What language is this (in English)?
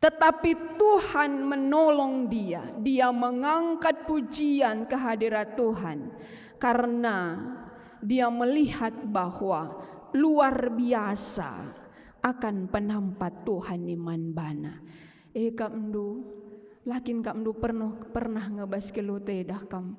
Batak Karo